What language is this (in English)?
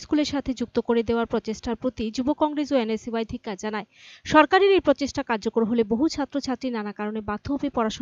Bangla